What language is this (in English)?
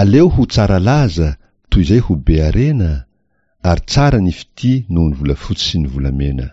Malagasy